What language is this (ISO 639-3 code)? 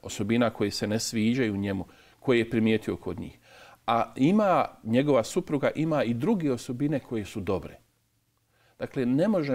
bos